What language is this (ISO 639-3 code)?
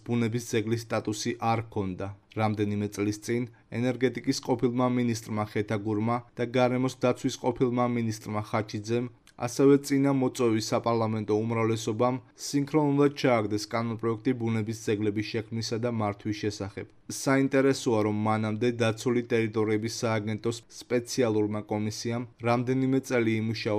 kat